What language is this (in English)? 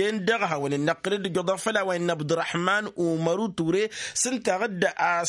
Tamasheq